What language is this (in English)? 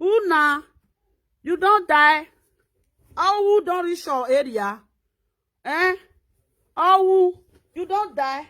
Nigerian Pidgin